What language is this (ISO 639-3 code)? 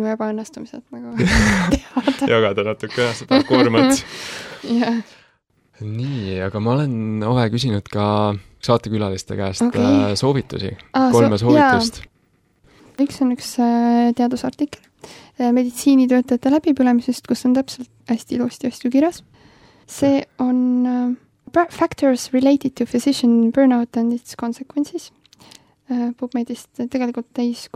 est